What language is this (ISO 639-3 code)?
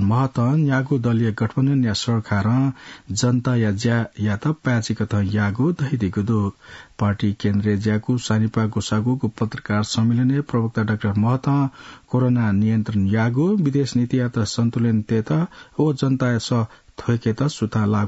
new